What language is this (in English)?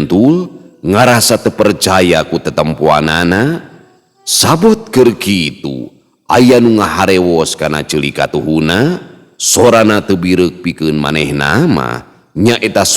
Sundanese